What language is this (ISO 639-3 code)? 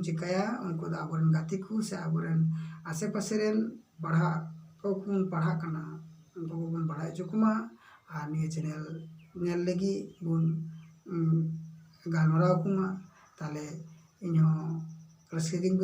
sat